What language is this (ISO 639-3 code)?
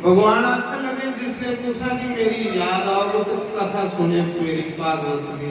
doi